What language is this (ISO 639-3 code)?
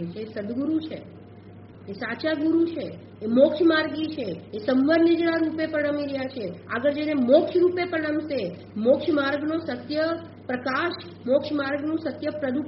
guj